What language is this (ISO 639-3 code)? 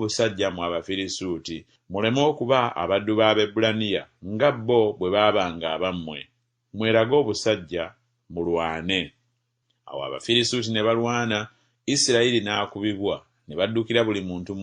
lug